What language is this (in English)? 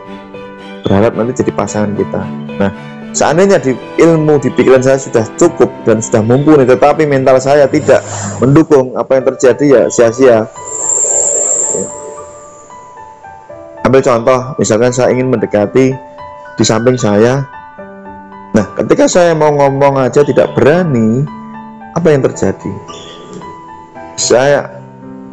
Indonesian